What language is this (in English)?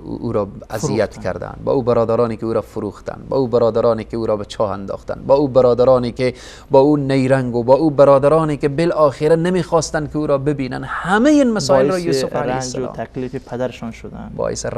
Persian